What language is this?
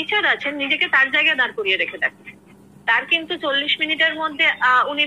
Bangla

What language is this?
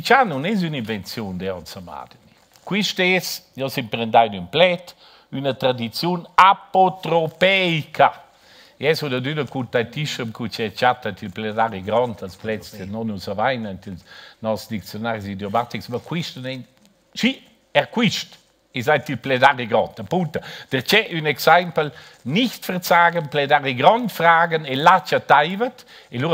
Romansh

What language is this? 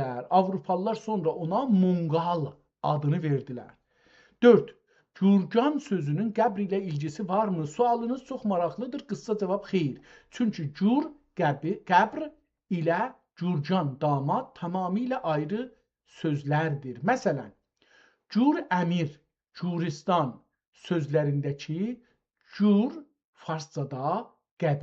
South Azerbaijani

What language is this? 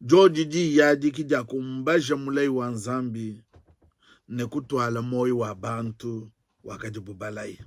Luba-Lulua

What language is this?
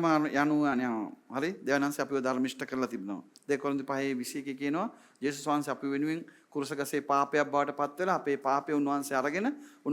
Sinhala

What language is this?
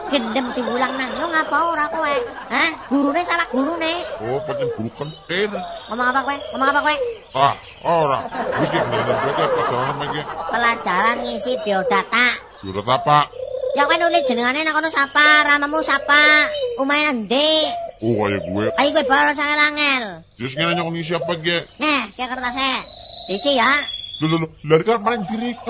Javanese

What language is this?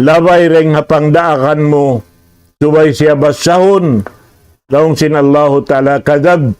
Tausug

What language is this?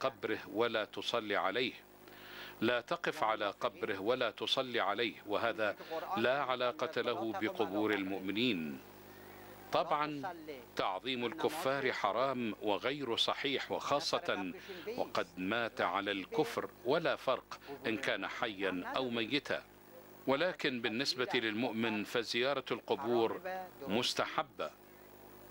Arabic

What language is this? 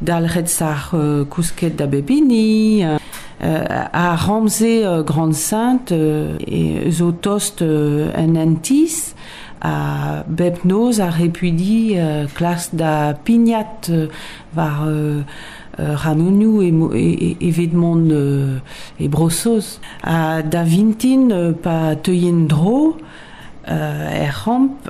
Breton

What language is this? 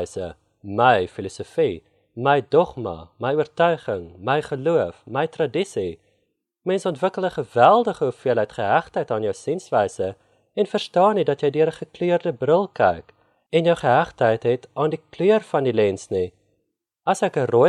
Afrikaans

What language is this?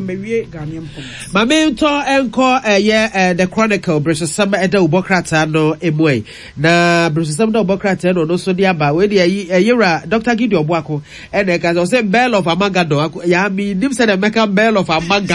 Akan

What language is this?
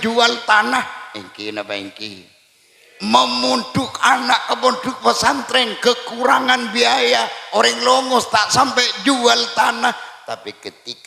Madurese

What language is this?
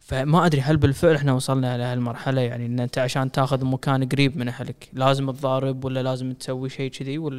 Gulf Arabic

